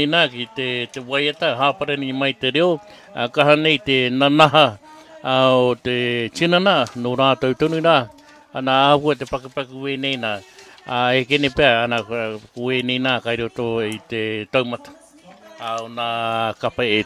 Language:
Māori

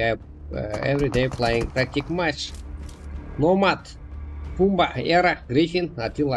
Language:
Kara-Kalpak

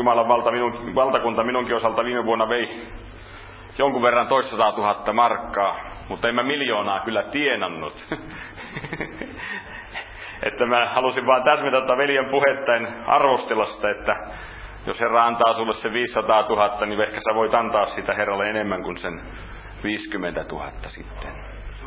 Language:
Finnish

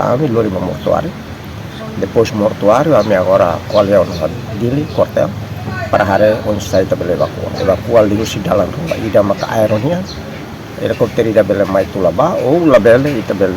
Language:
Tetum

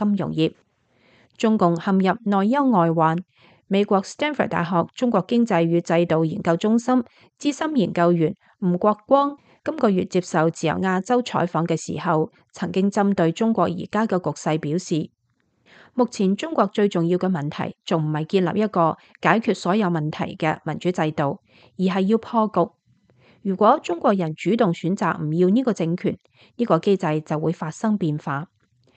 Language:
Cantonese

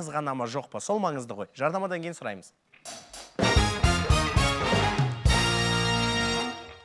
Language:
Kazakh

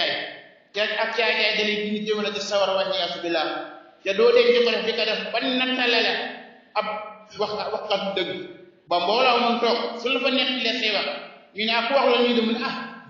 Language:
Wolof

